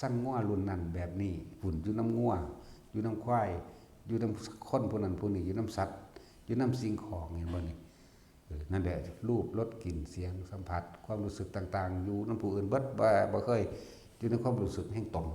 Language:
Northeastern Thai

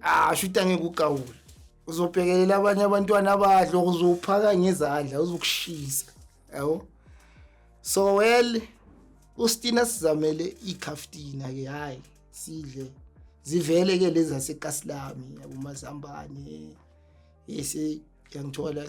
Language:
Zulu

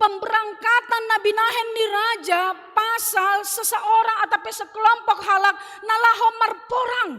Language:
Batak Simalungun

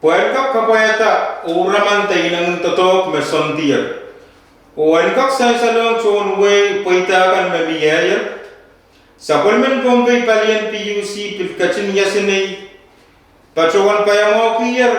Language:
Pohnpeian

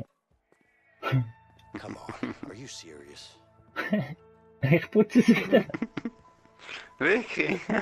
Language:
Swiss German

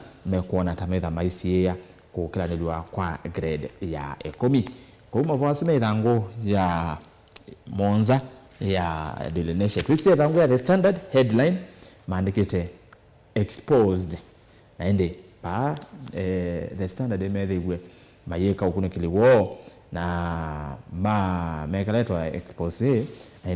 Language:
Kamba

